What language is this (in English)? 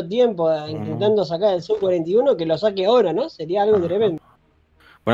Spanish